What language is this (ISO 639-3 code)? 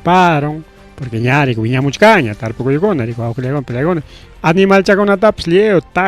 quy